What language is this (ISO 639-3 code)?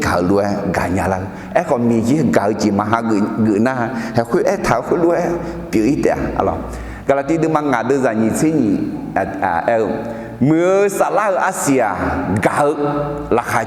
ahk